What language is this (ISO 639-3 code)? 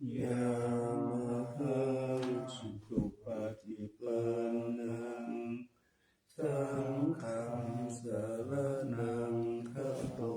pli